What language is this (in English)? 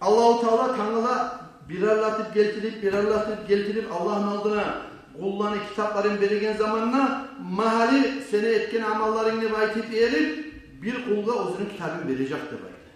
Kumyk